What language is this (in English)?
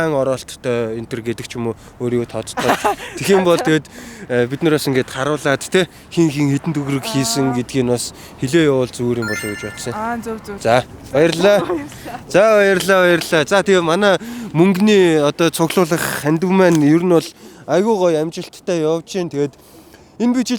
Mongolian